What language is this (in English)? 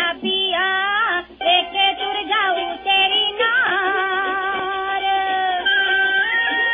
Punjabi